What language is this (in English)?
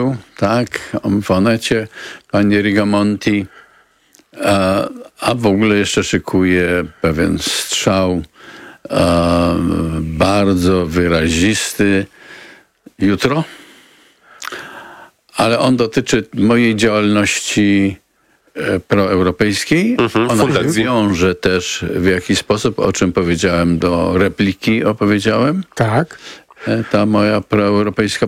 Polish